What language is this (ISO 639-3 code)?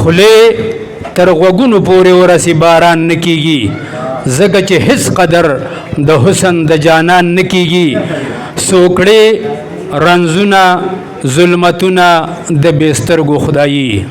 pus